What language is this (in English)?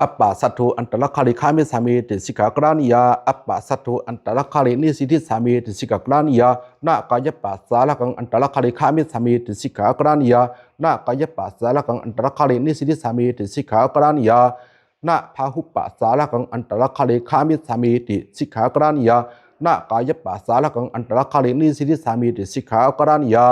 Pali